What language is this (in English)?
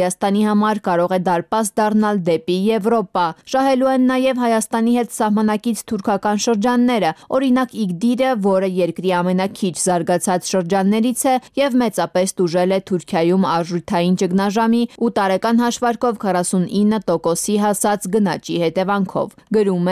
Armenian